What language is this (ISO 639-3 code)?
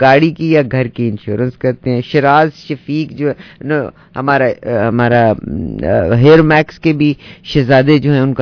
urd